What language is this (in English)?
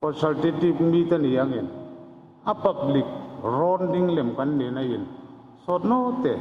Hmar